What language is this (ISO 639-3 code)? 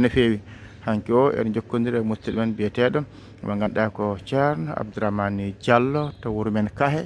ful